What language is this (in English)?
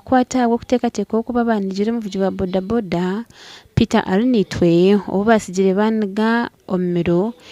Nyankole